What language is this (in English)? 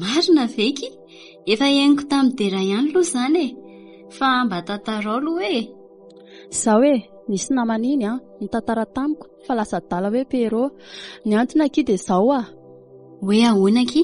Malagasy